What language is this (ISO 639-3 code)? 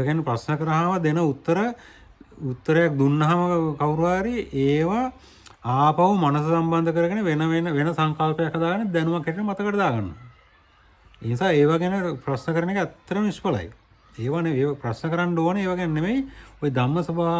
sin